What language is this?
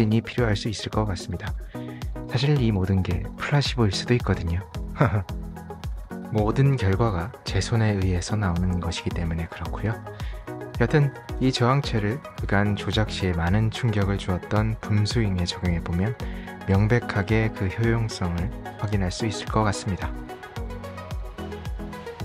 Korean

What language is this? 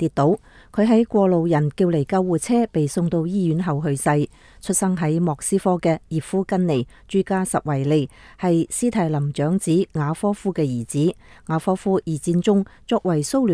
Cantonese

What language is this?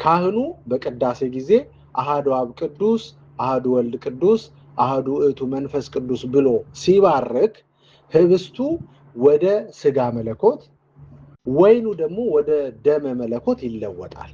Amharic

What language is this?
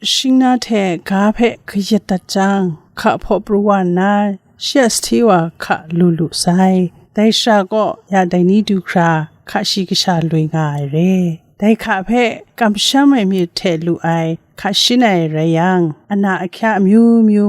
Kachin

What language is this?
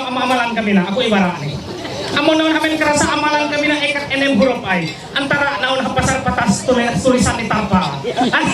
Ma'anyan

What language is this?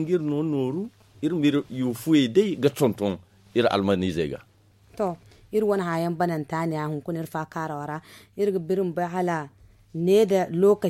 Zarma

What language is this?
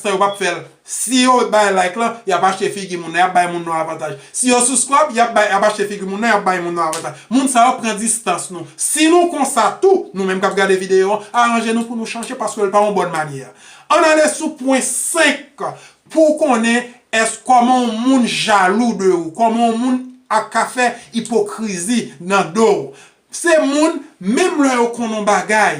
Haitian Creole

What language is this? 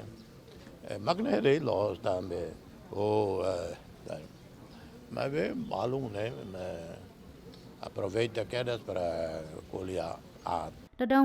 Tetum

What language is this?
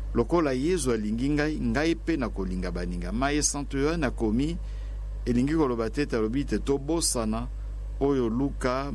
Lingala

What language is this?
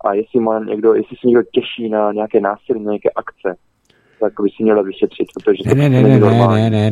Czech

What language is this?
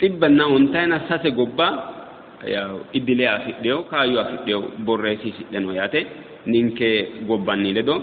Sidamo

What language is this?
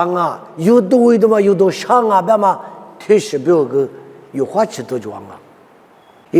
Lisu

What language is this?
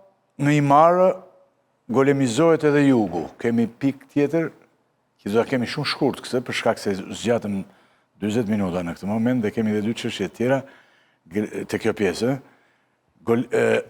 Albanian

